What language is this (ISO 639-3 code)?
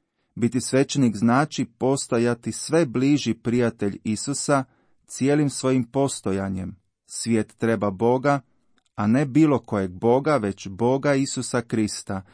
hrv